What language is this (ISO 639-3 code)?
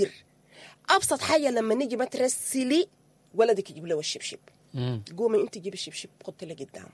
apd